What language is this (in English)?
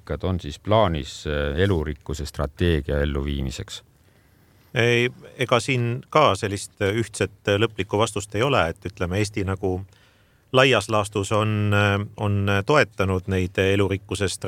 Estonian